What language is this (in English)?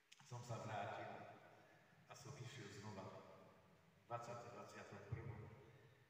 Slovak